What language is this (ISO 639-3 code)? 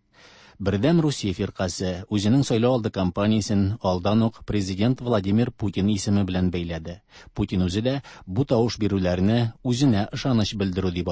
tat